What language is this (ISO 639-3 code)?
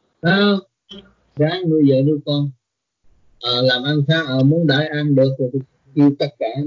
vie